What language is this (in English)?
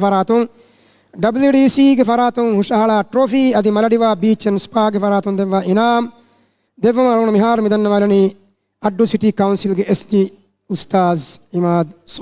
Divehi